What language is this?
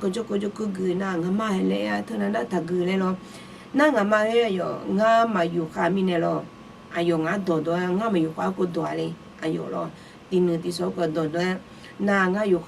Akha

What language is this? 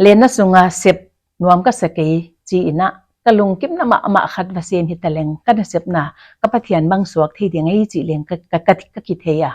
Paite Chin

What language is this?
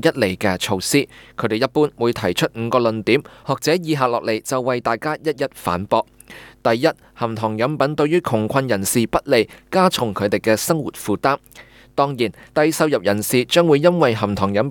Cantonese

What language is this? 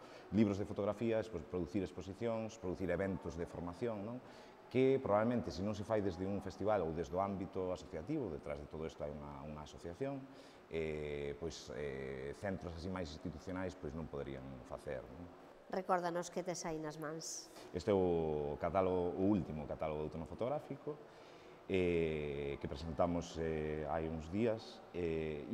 Galician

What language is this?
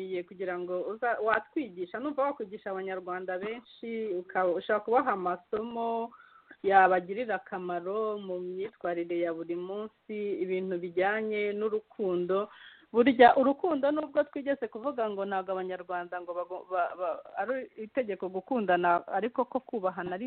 Kinyarwanda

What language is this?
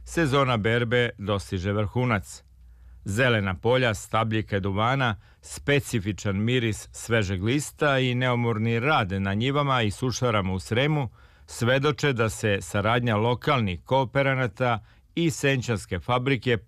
Serbian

